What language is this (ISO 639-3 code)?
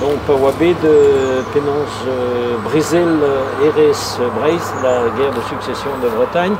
bre